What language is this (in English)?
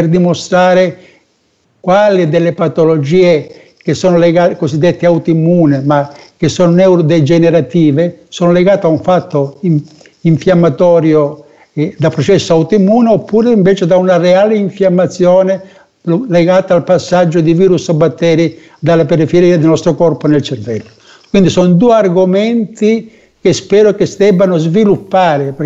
Italian